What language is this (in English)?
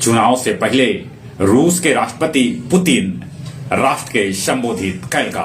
Magahi